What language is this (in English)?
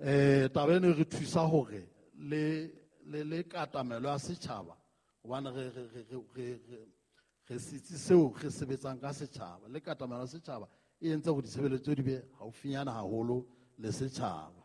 Southern Sotho